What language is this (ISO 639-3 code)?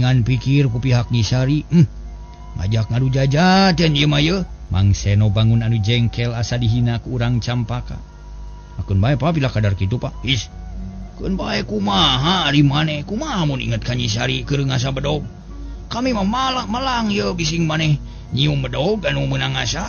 sun